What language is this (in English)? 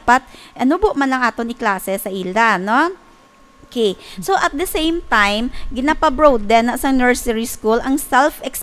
Hiligaynon